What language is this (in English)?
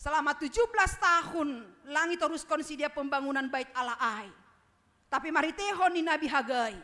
Batak Simalungun